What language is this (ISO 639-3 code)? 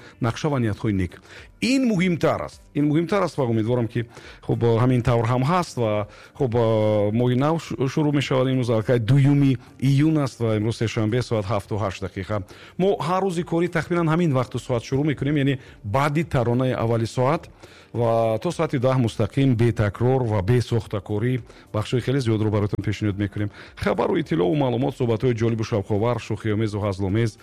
tgk